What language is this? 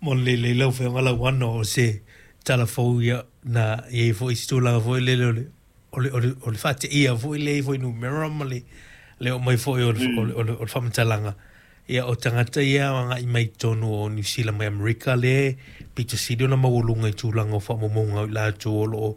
Samoan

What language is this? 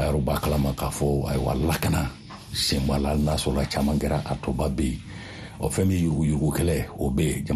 Bambara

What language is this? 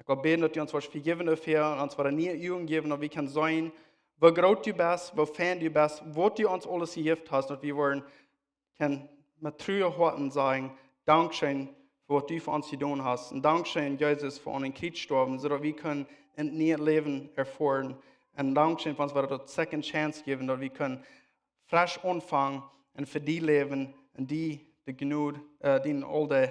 Plautdietsch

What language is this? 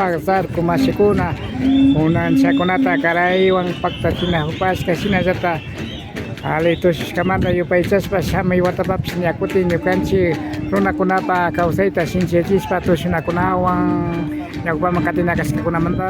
Imbabura Highland Quichua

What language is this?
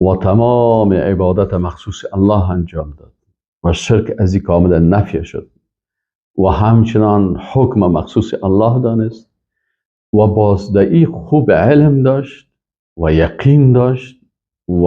Persian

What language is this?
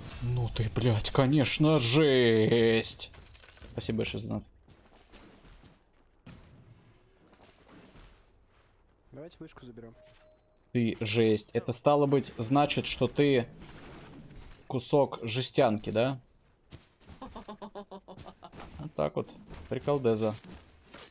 Russian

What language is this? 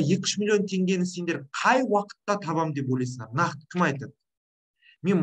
Kazakh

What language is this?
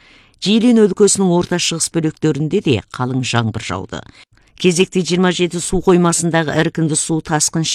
Kazakh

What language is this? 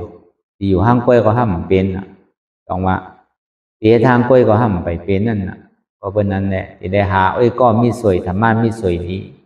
Shan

